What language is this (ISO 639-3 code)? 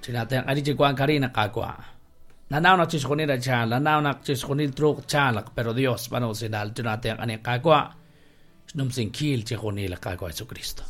kek